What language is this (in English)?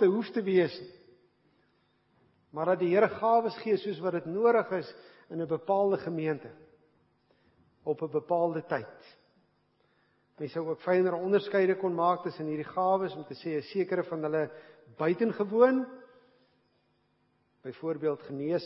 Afrikaans